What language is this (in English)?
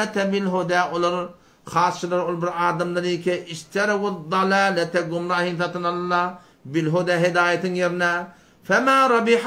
Turkmen